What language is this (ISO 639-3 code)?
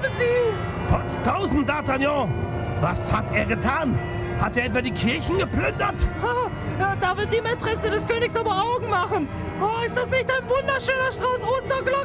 deu